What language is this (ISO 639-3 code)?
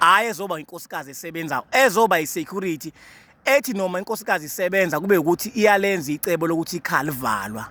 zul